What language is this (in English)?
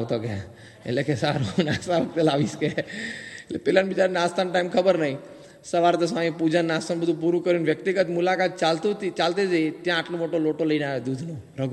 Gujarati